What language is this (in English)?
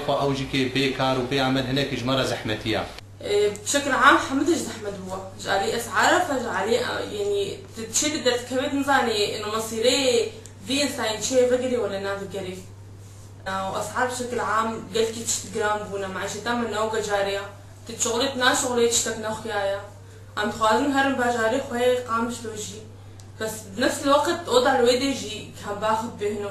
Kurdish